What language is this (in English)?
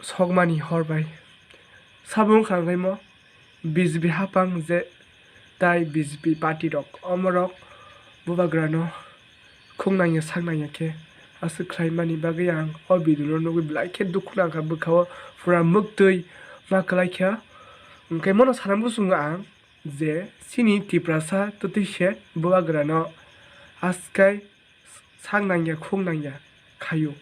Kok Borok